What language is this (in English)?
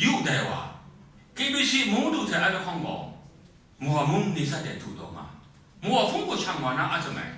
Kachin